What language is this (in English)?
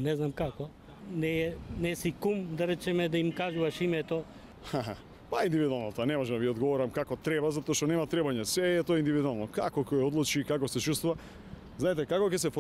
Macedonian